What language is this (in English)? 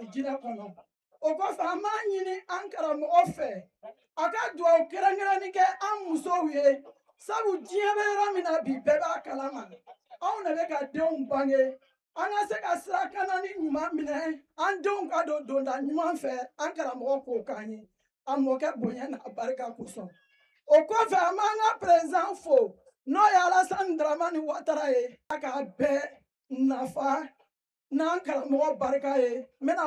Bambara